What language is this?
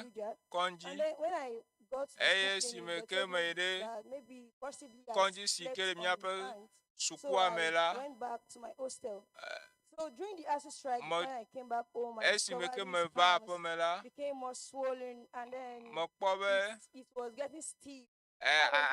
Ewe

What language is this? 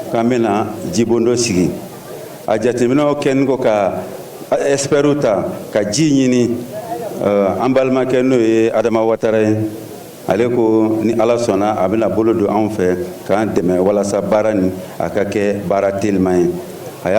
Bambara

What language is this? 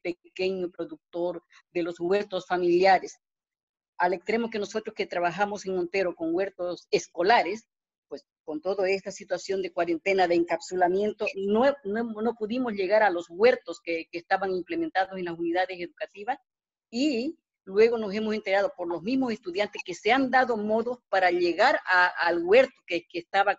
Spanish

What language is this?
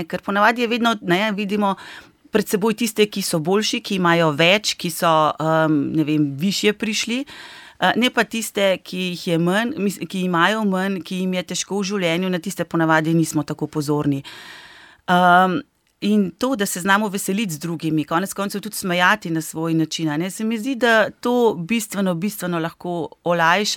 Slovenian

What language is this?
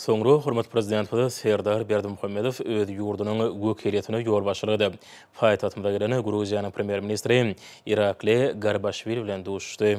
Turkmen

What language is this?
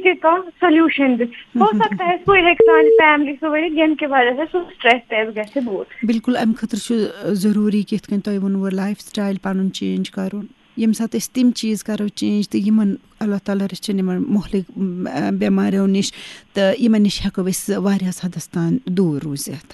Kashmiri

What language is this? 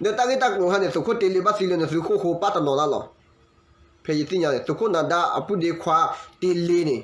S'gaw Karen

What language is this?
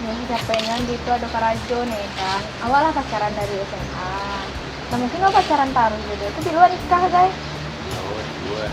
Minangkabau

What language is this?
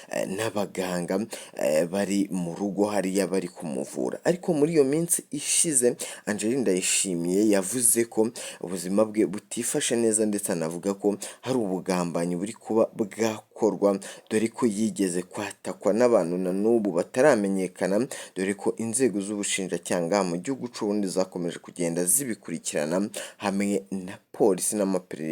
Rundi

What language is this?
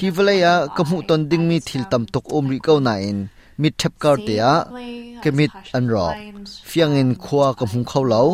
Hakha Chin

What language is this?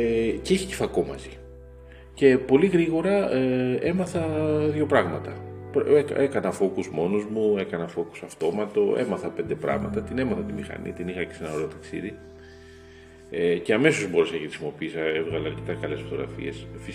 Greek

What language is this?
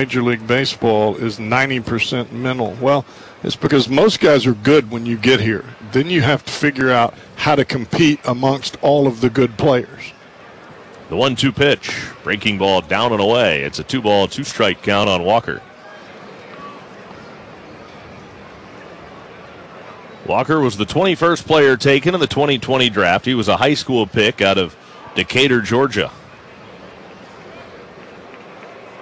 English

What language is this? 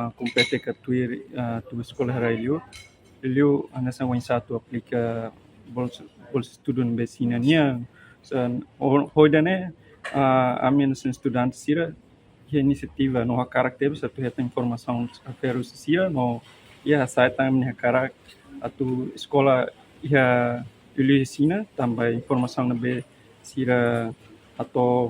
Tetum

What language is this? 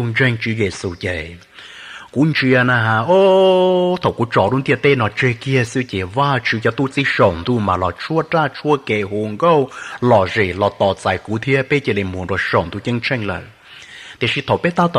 Hmong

